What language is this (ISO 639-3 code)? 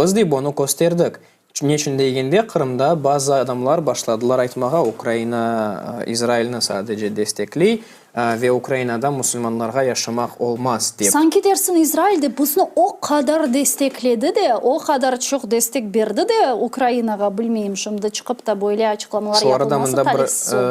crh